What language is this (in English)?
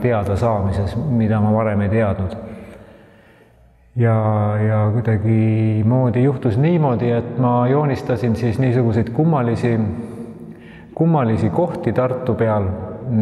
Estonian